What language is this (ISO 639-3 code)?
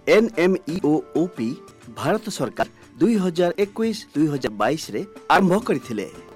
ori